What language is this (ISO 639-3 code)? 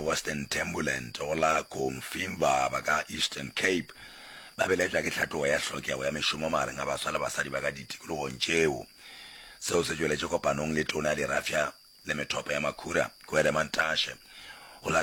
nso